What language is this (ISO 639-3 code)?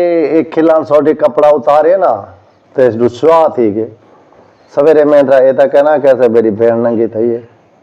skr